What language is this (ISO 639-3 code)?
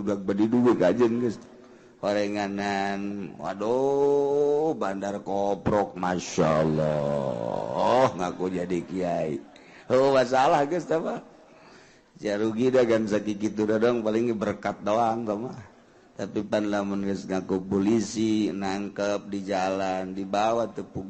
sun